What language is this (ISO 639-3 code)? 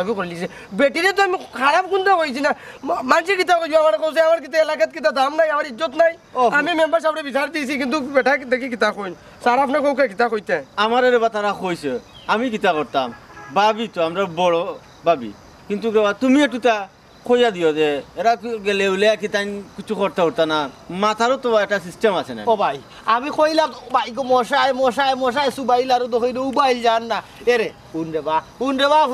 syl